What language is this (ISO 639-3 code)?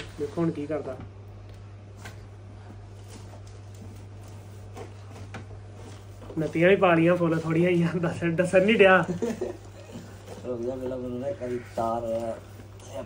pan